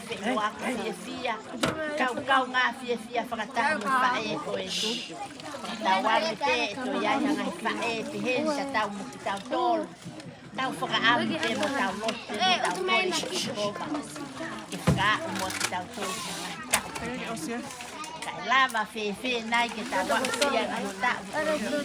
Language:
Tongan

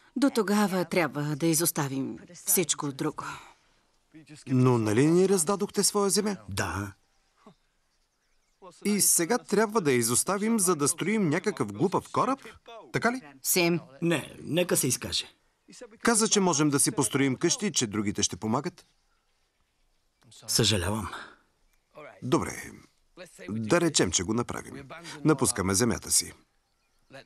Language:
Bulgarian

